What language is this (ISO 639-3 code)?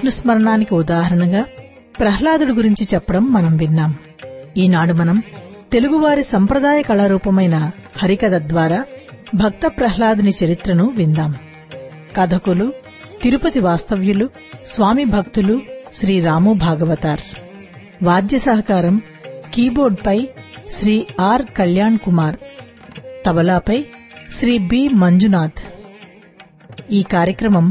tel